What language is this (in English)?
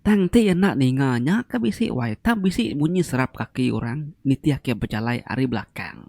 Iban